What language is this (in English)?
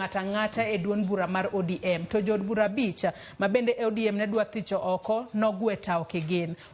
Luo (Kenya and Tanzania)